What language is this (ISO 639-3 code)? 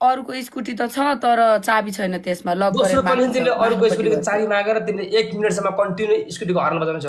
nep